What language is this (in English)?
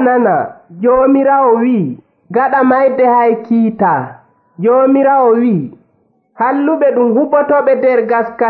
Nigerian Fulfulde